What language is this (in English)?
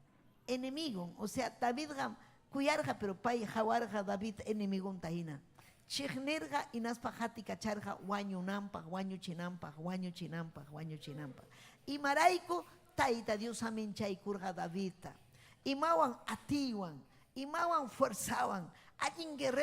Ayacucho Quechua